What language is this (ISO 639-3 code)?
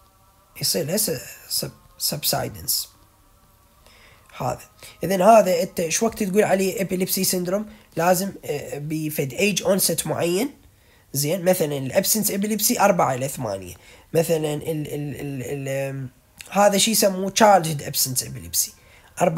acm